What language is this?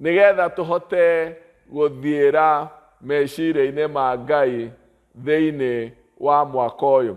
Kikuyu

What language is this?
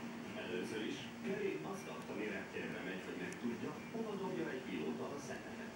Hungarian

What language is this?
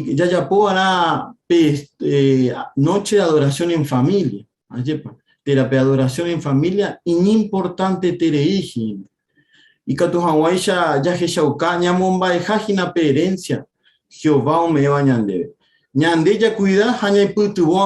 Guarani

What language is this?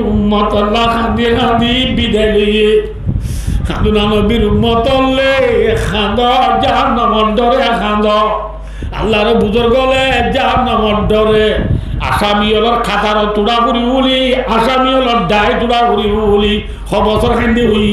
Rohingya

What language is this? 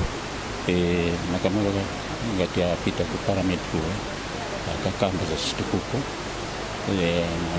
Nyanja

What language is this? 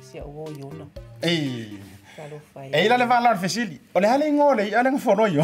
Samoan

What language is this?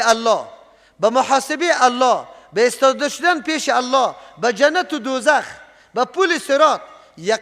Persian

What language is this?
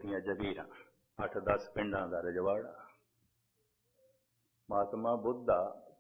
Punjabi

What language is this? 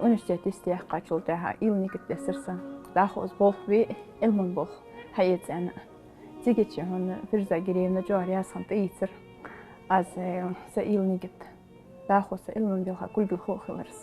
Ingush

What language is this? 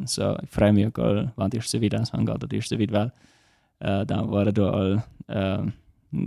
Plautdietsch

